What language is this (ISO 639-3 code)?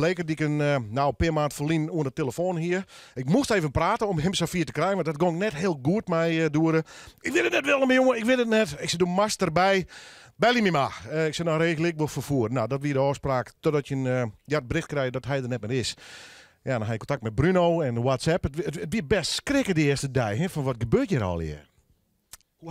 fry